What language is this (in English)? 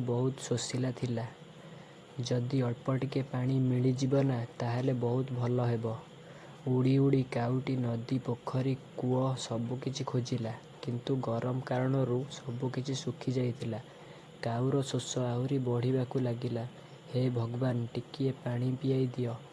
Odia